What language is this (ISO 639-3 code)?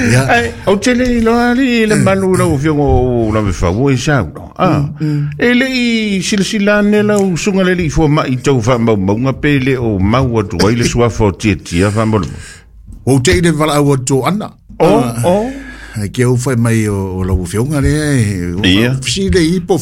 smo